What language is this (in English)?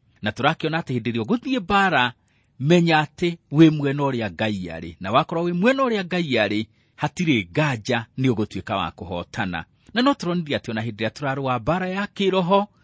Kikuyu